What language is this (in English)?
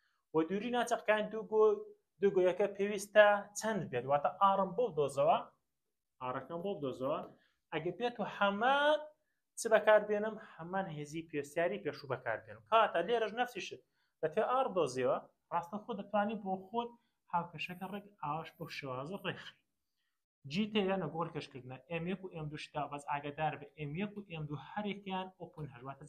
Central Kurdish